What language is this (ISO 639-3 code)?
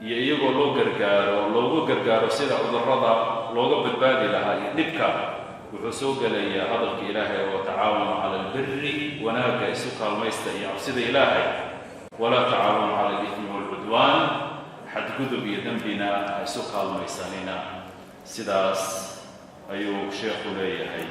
som